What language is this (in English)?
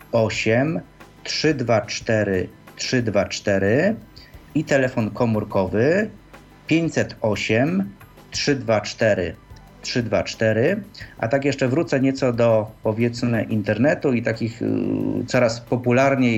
Polish